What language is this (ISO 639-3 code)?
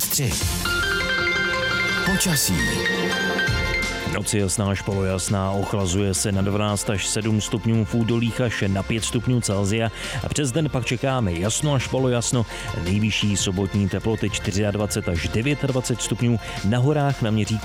ces